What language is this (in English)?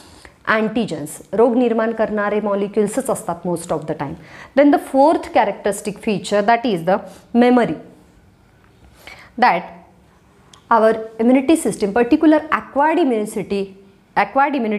Marathi